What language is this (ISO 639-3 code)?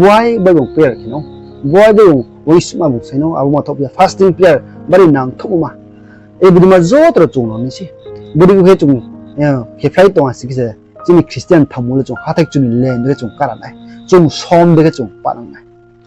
ria